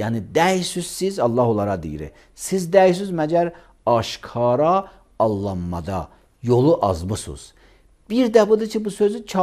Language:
Azerbaijani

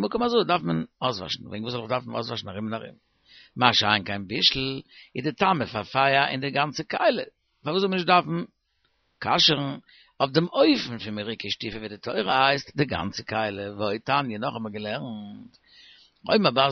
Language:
Yiddish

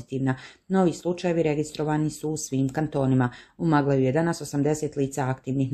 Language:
Bosnian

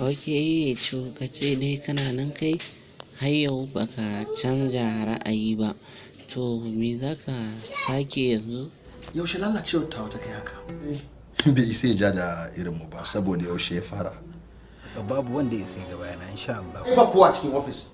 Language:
Hausa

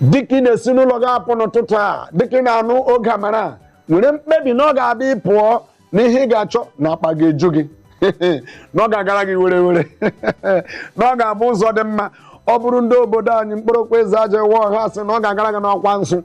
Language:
Igbo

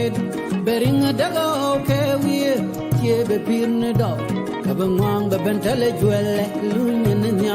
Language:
Nuer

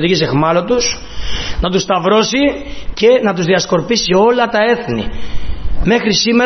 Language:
Greek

